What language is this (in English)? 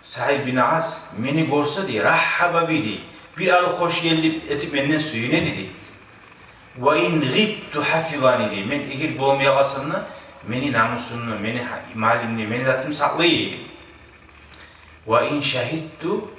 Kumyk